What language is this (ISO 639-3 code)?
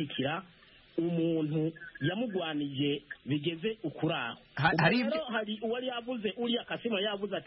kin